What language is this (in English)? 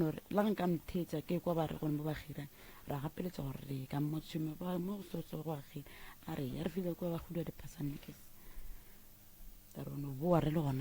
Northern Sotho